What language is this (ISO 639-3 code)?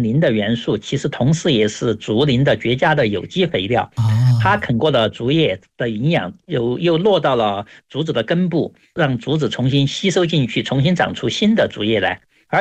zho